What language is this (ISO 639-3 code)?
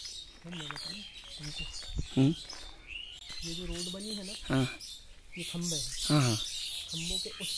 hin